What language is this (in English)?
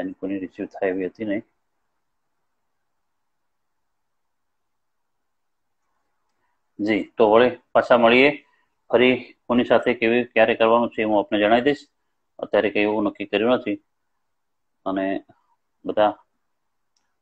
Gujarati